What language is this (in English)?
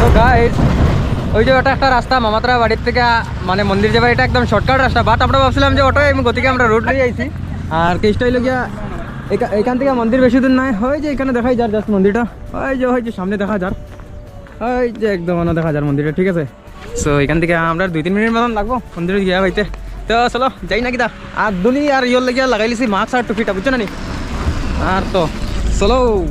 Sylheti